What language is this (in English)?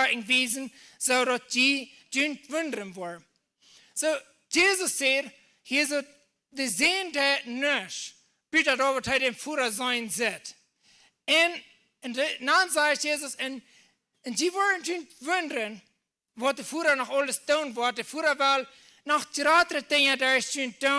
Plautdietsch